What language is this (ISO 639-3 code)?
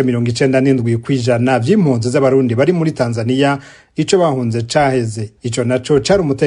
run